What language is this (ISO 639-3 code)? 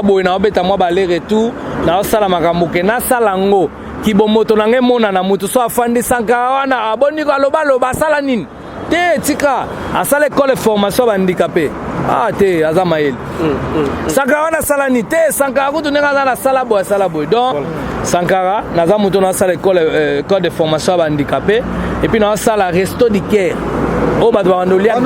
lin